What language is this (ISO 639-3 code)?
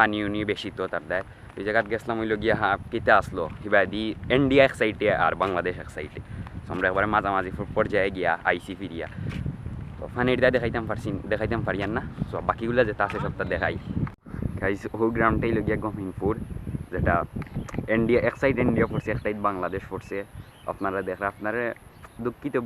syl